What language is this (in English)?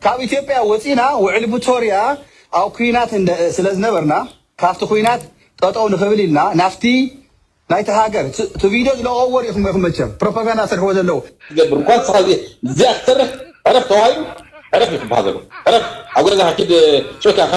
Tigrinya